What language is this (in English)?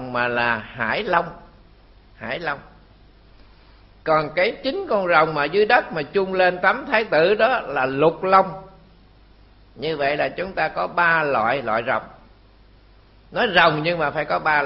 Vietnamese